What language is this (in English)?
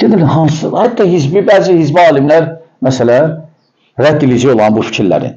Azerbaijani